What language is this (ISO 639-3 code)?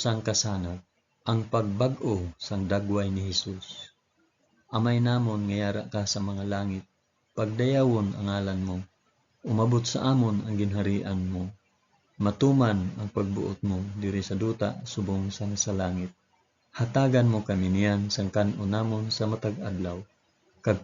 hil